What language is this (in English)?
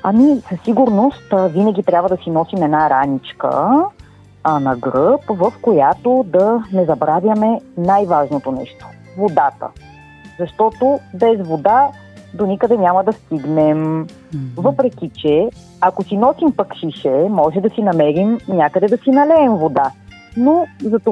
Bulgarian